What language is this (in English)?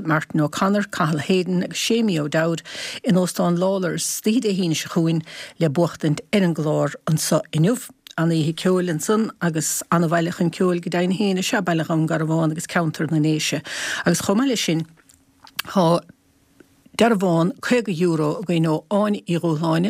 Irish